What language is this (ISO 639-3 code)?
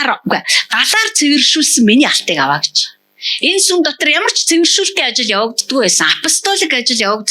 mon